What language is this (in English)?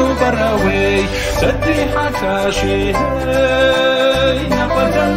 Kabardian